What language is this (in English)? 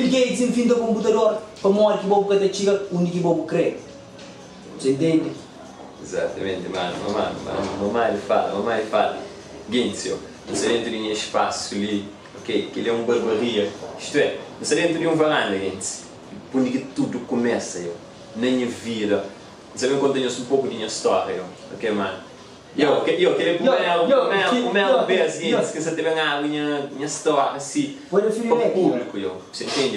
Kabuverdianu